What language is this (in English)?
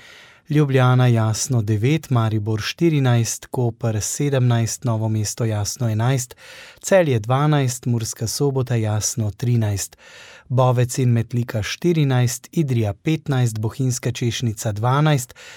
Slovenian